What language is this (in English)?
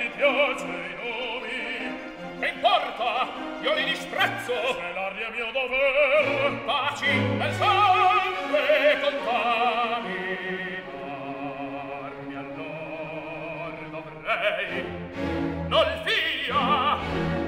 Italian